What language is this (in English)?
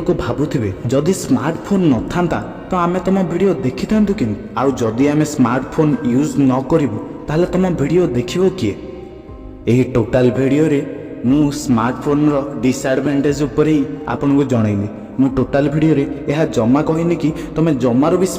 Odia